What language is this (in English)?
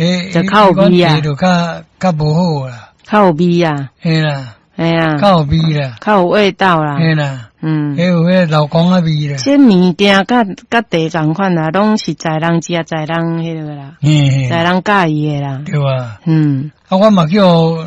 Min Nan Chinese